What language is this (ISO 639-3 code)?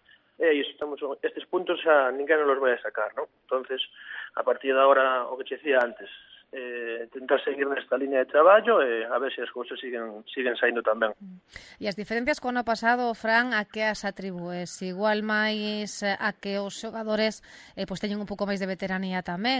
glg